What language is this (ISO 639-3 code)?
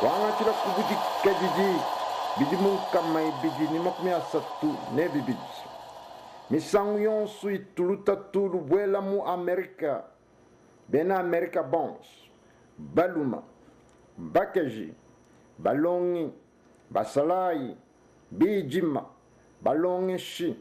lua